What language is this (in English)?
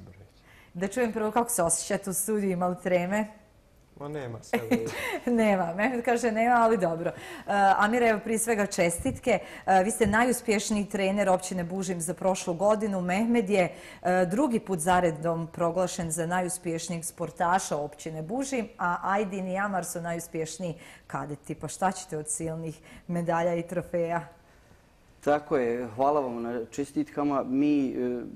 Bosnian